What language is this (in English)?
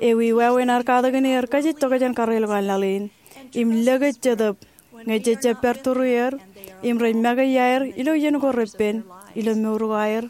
Marshallese